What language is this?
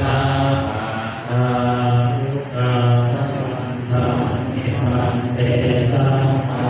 Pali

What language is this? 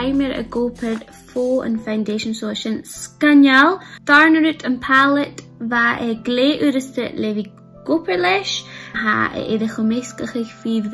Scottish Gaelic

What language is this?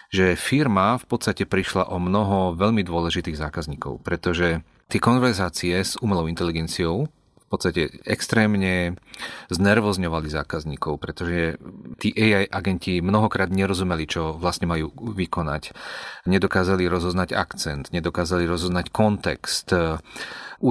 Slovak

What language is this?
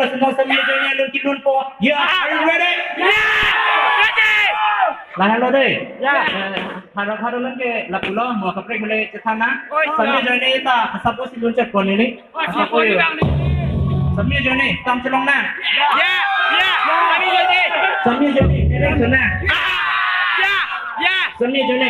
Karbi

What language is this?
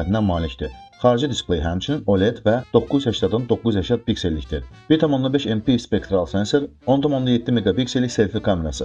Azerbaijani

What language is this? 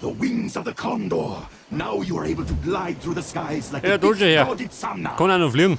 Bavarian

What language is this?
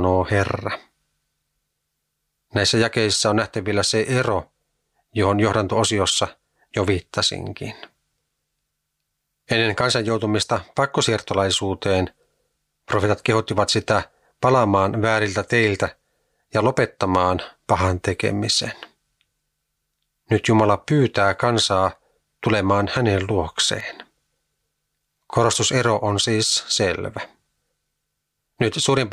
Finnish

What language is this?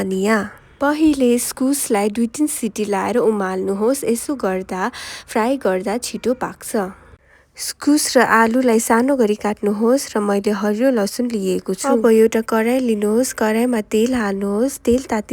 Nepali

